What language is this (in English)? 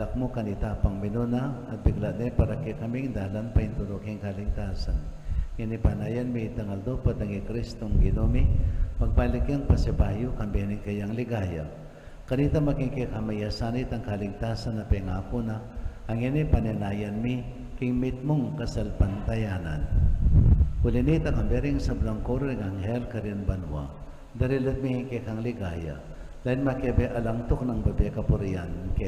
Pampanga